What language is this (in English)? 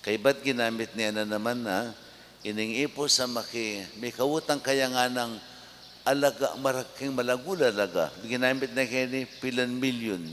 Pampanga